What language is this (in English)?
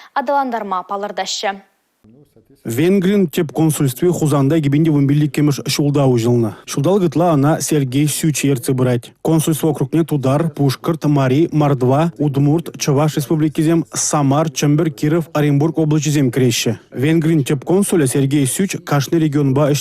Chuvash